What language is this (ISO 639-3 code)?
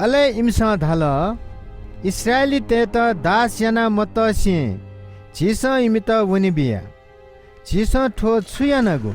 new